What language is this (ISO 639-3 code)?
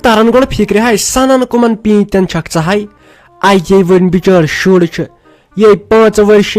kas